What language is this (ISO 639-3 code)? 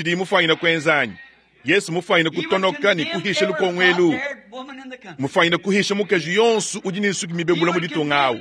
lua